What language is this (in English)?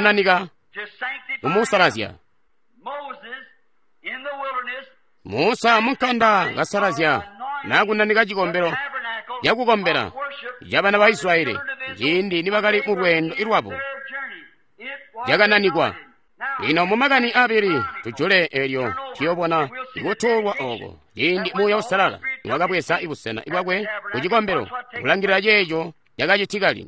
Tonga (Zambia)